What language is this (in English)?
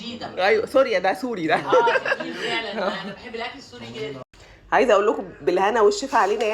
Egyptian Arabic